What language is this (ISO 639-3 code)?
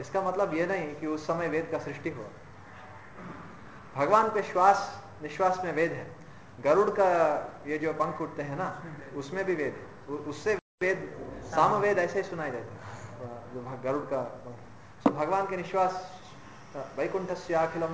hin